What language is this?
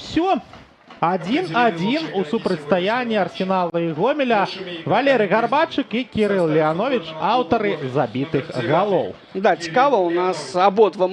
Belarusian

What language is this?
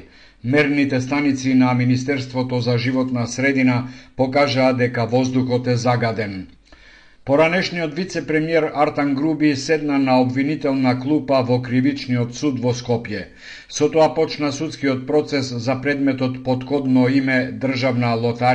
Macedonian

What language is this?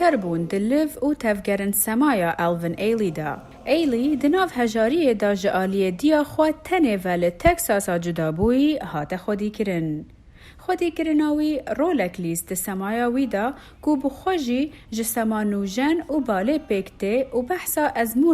Kurdish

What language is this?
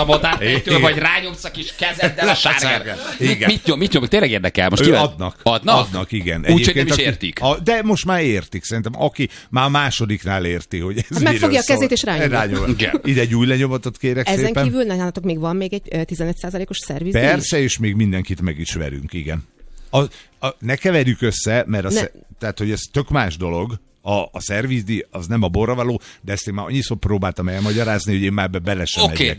Hungarian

